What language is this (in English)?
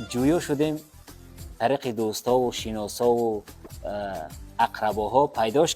Tajik